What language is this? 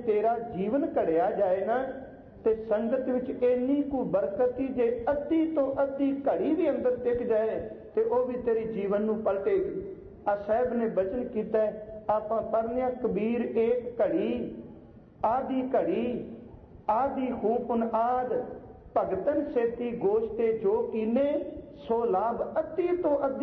Punjabi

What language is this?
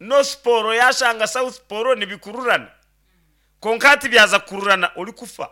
Nyankole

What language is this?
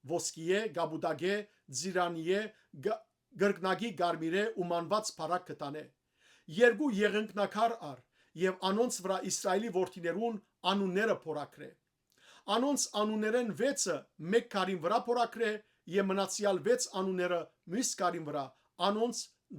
Western Armenian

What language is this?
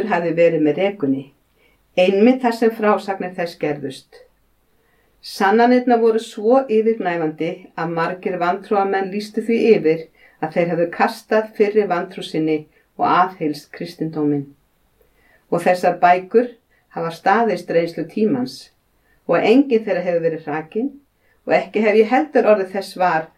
Icelandic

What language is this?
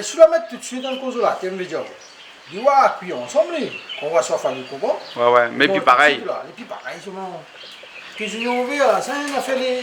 Réunion Creole French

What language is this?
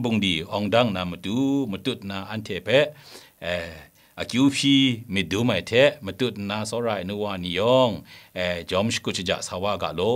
Kachin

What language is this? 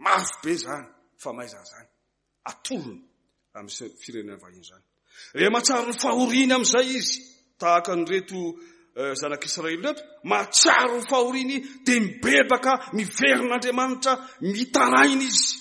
Malagasy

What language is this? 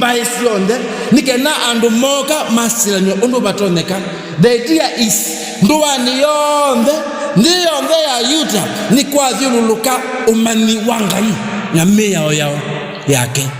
Kamba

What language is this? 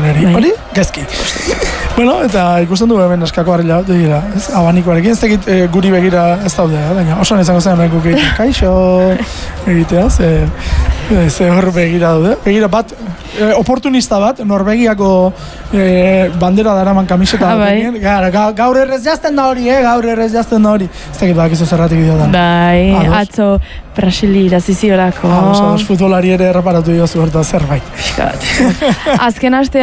Basque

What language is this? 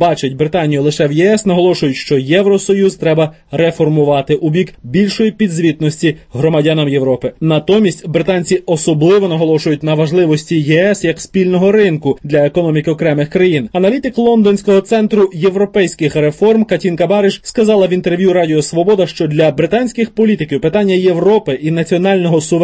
Ukrainian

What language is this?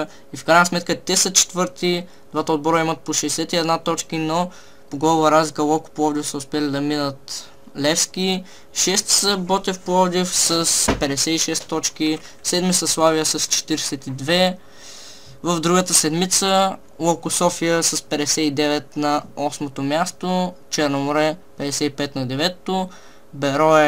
Bulgarian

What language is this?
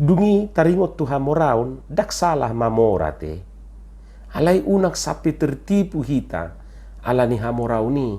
Batak Toba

